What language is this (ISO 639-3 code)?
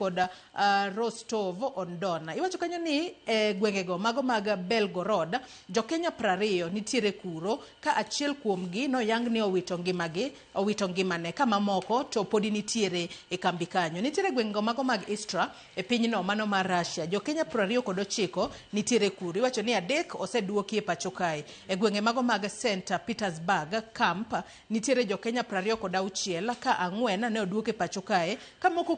luo